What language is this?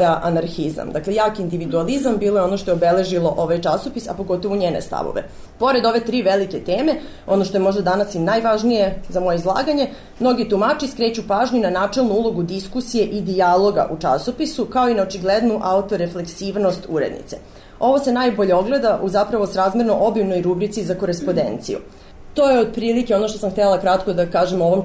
Serbian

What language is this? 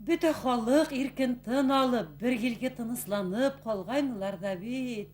Bashkir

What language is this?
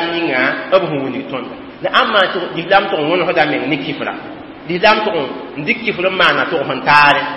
Mossi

